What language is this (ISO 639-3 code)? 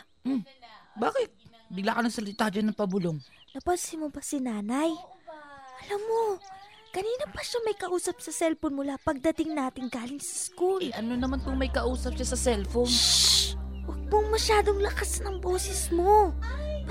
fil